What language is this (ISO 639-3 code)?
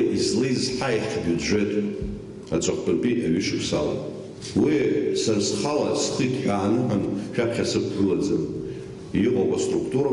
abk